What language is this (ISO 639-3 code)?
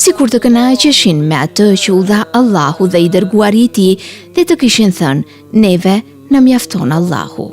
sqi